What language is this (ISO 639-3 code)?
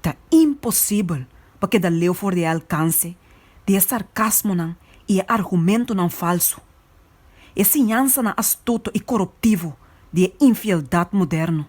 pap